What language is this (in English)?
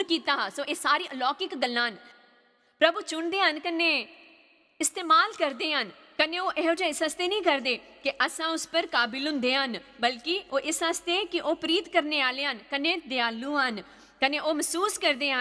Dogri